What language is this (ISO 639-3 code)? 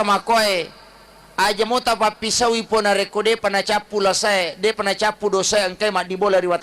bug